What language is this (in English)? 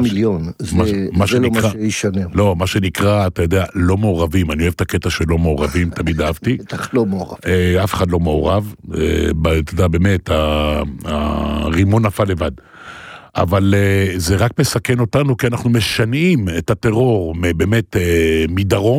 Hebrew